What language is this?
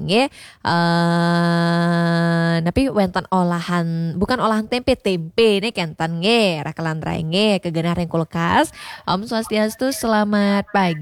Balinese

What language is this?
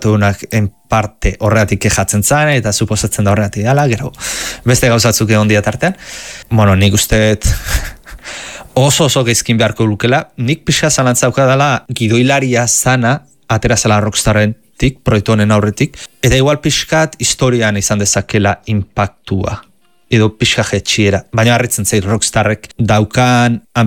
Basque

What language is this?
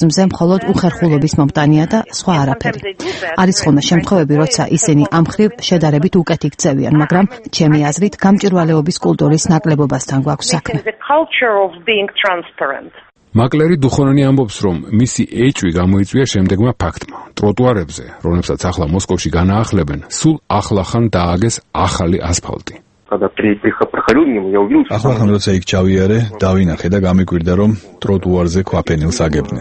Georgian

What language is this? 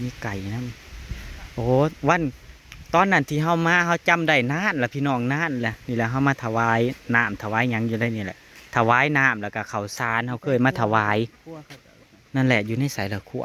Northeastern Thai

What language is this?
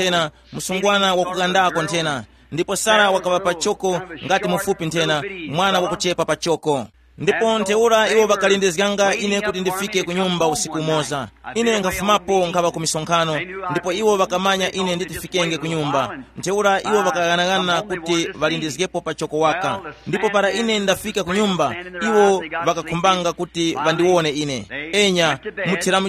Tumbuka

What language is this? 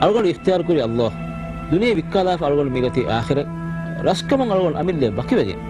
Divehi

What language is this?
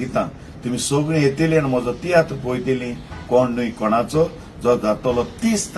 Konkani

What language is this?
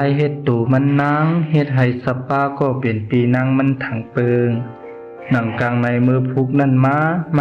Shan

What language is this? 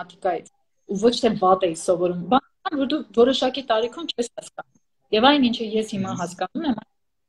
Armenian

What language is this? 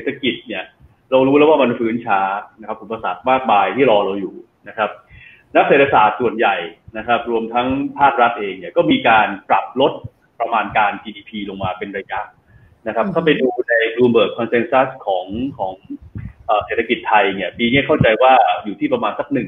Thai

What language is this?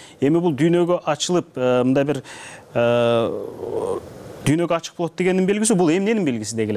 Kyrgyz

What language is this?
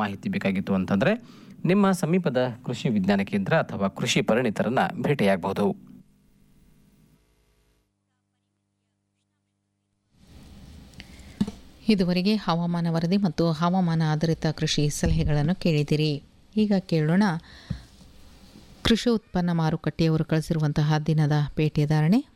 Kannada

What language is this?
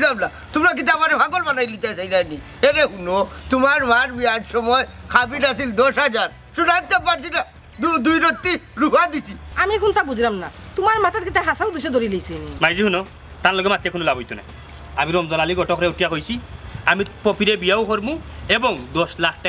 Sylheti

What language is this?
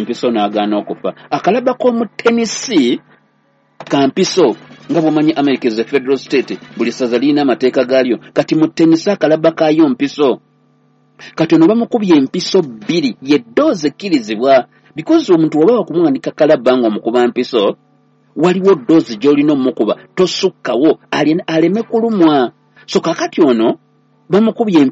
Ganda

